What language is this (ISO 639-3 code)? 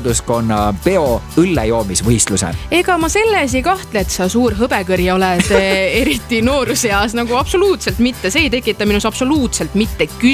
est